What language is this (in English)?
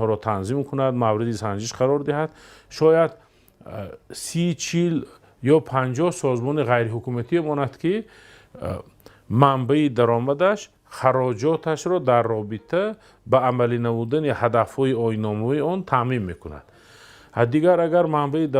Tajik